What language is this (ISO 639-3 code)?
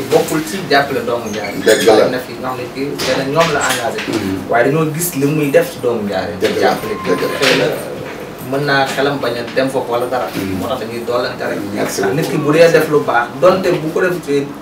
wol